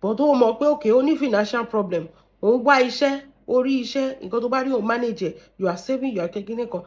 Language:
Yoruba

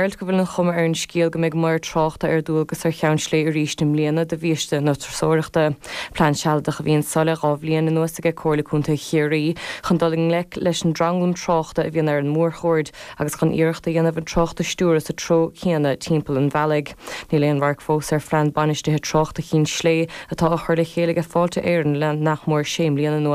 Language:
Irish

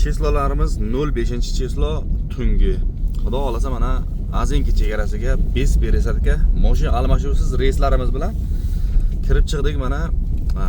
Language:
Uzbek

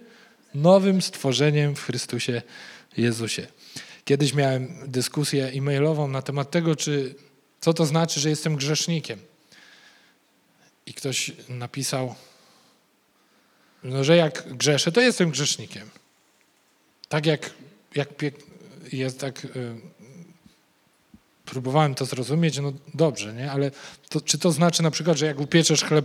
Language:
Polish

